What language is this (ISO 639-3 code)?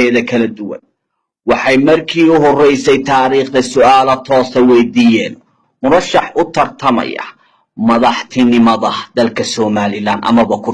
som